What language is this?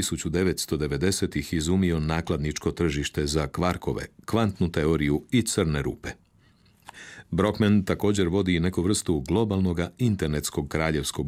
Croatian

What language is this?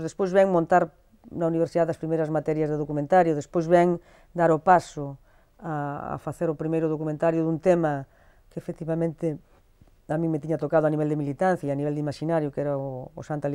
Galician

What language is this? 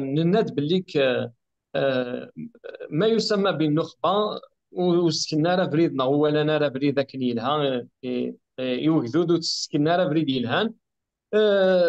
Kabyle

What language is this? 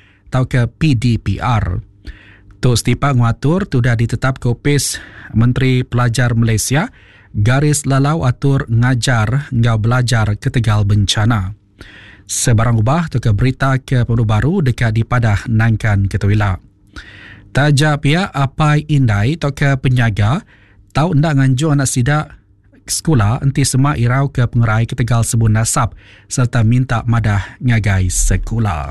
Iban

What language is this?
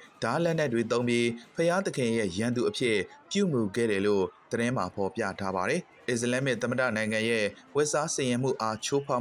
Burmese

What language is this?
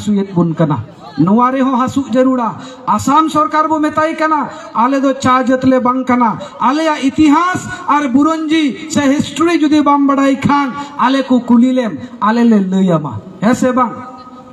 Santali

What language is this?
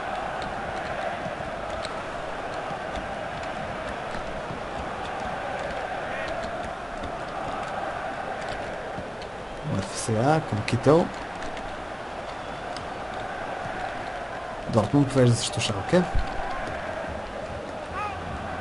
Bulgarian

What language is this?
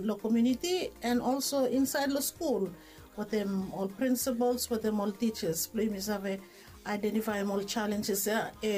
Bislama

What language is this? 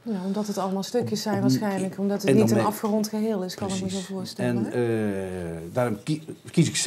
Dutch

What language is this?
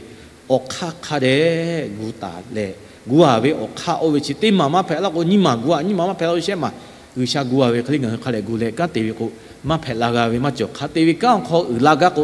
Lahu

